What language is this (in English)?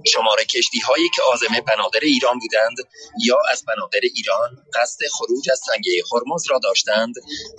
Persian